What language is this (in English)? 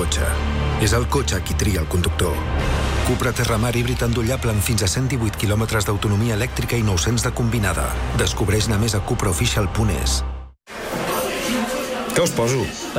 Catalan